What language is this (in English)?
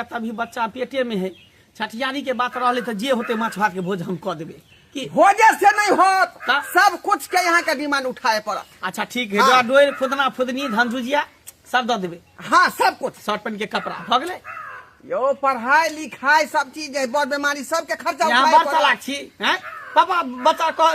Maithili